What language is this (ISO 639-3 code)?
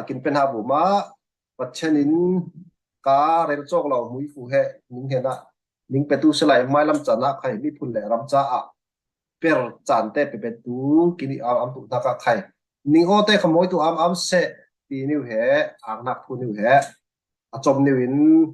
cfm